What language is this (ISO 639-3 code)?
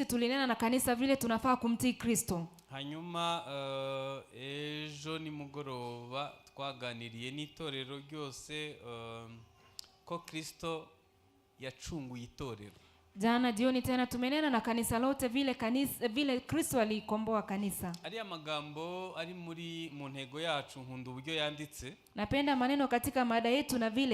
kin